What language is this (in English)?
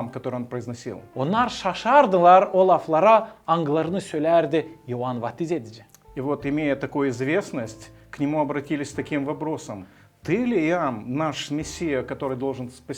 Gagauz